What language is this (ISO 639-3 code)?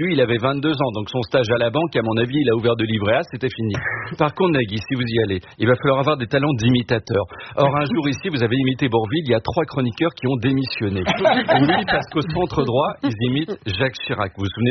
fra